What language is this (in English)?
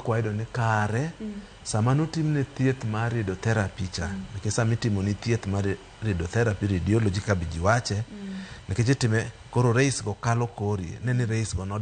Luo (Kenya and Tanzania)